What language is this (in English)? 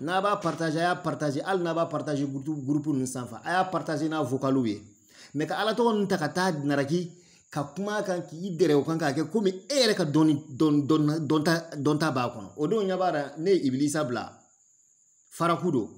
Bambara